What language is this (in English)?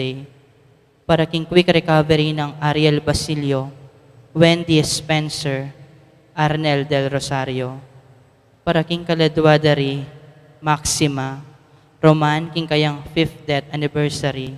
Pampanga